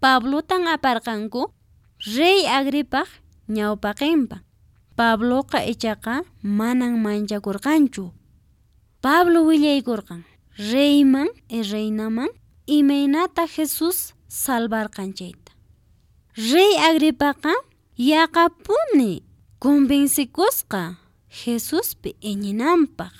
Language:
Quechua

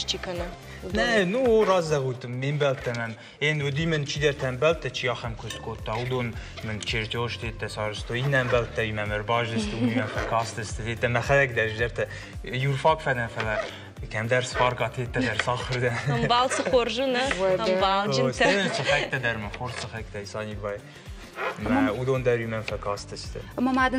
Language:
Ossetic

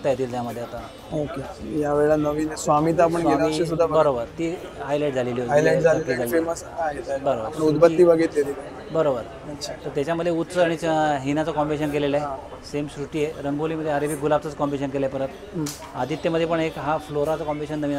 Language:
Marathi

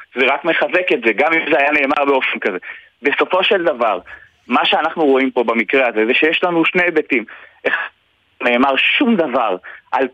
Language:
Hebrew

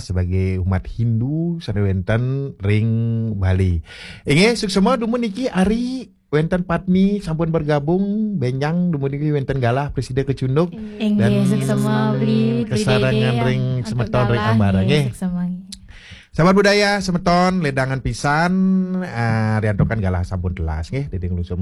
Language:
Balinese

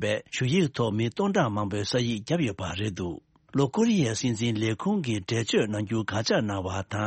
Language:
Tibetan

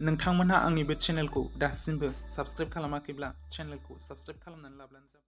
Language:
Bodo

